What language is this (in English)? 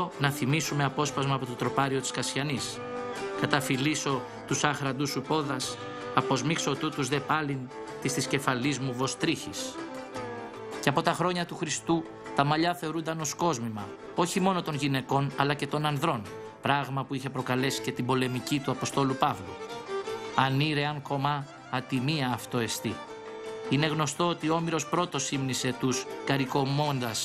Greek